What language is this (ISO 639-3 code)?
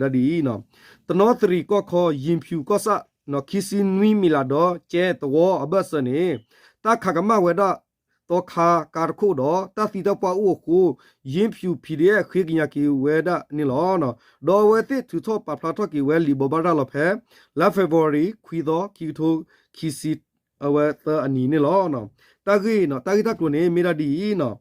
ksw